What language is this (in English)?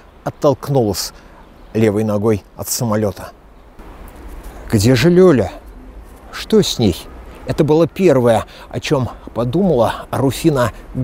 Russian